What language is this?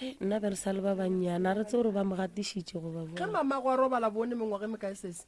Northern Sotho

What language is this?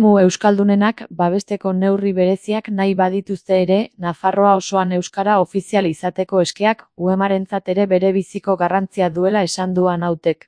Basque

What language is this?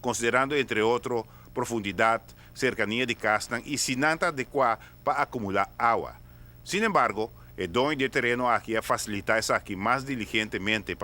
Papiamento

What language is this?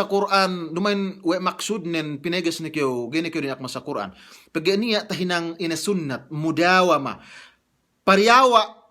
Yakan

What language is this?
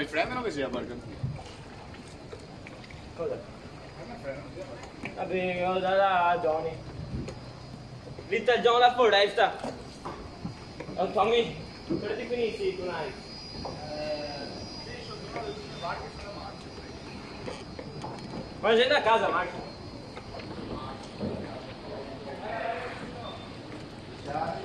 Czech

